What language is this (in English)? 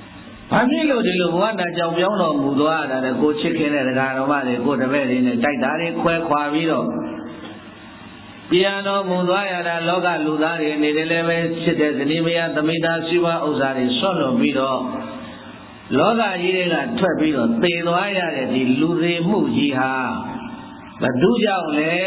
Burmese